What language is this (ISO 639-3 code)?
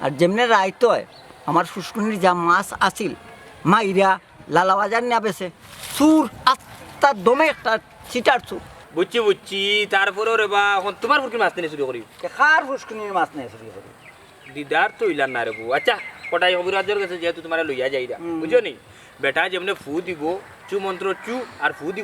syl